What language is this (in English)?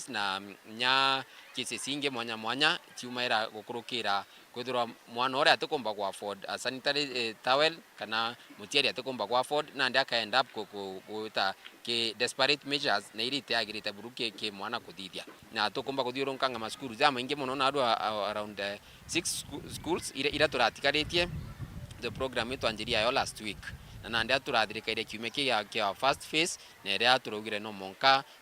Meru